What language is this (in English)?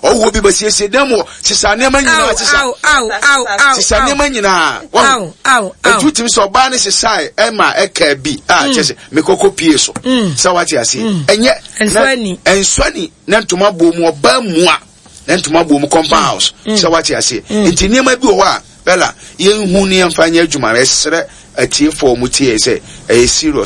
Akan